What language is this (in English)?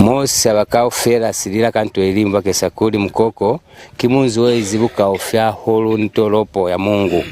Lozi